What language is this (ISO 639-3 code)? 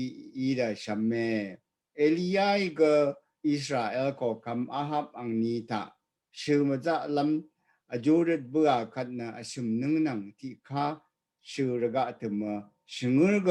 raw